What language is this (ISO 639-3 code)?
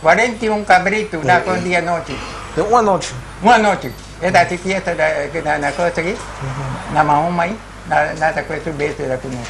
pap